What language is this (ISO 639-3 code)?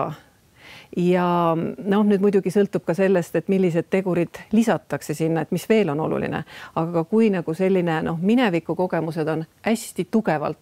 est